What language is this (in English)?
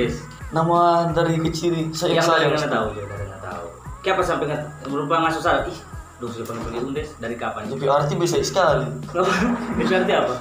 Manado Malay